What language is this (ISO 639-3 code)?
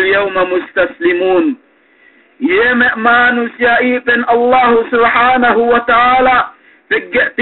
yka